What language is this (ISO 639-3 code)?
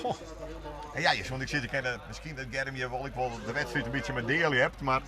fry